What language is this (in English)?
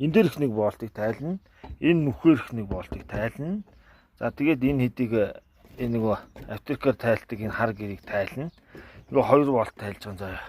Mongolian